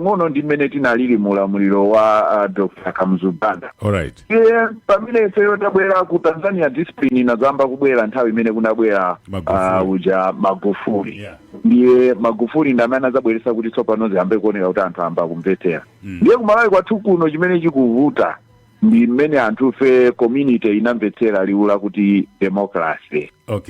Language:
Nyanja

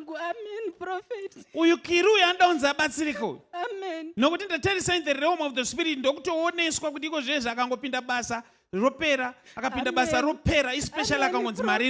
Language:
Shona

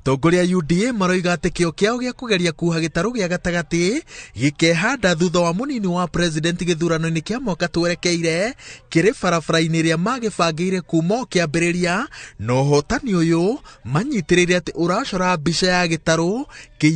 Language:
Kikuyu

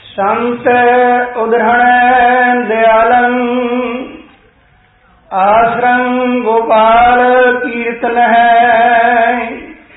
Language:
Punjabi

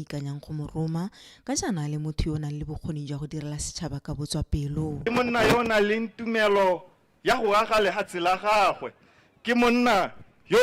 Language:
Tswana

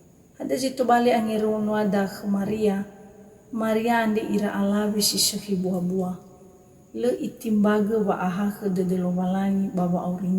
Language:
Nias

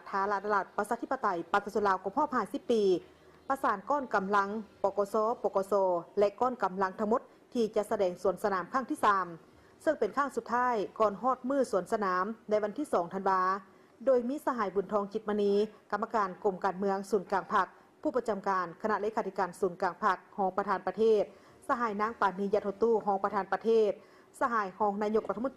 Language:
Lao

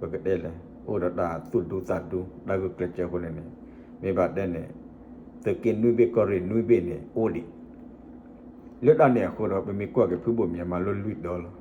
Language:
S'gaw Karen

